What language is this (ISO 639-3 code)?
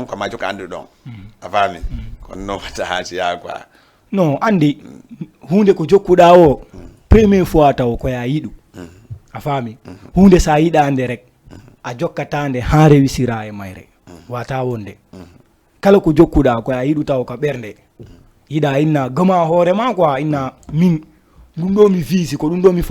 ful